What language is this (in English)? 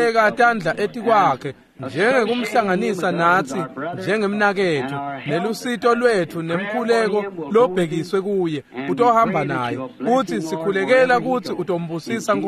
Swati